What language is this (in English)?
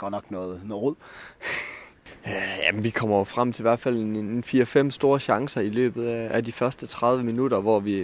Danish